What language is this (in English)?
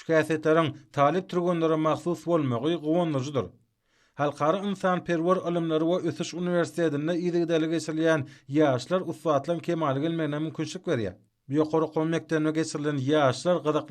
Turkmen